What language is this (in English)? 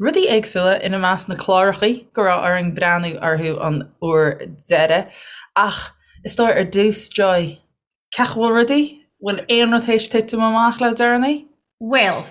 Irish